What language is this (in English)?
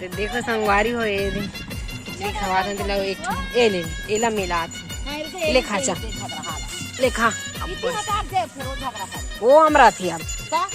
Chhattisgarhi